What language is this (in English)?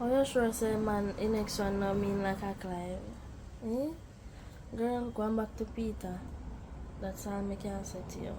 Jamaican Creole English